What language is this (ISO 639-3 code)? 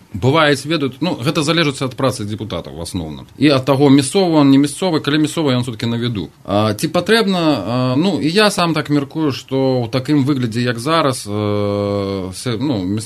bel